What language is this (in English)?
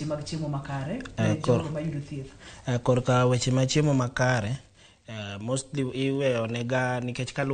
Luo (Kenya and Tanzania)